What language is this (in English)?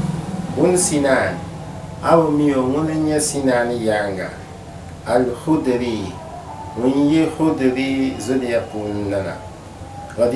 Dagbani